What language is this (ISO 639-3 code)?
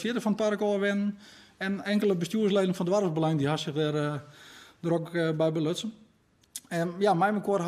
fry